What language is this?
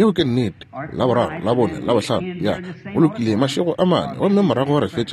Northern Sotho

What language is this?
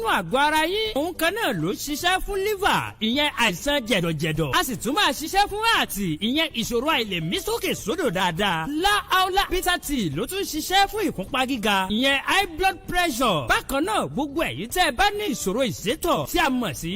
Yoruba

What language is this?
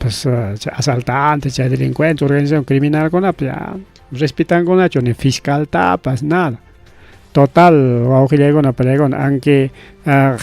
Ayacucho Quechua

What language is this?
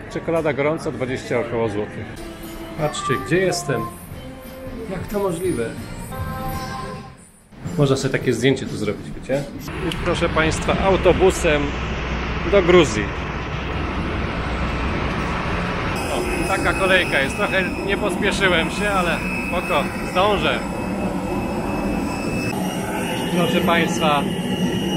Polish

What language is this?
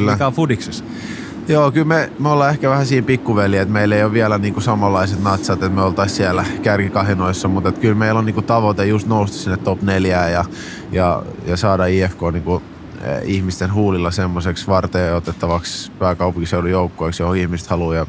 Finnish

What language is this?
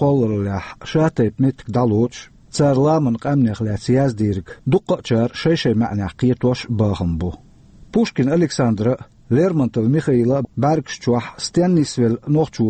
Chechen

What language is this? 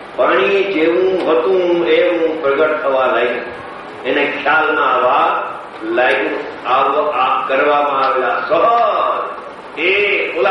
Gujarati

